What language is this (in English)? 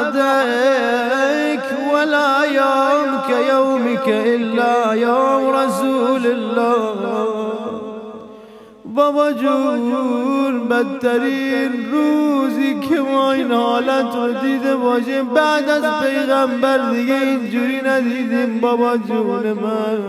Persian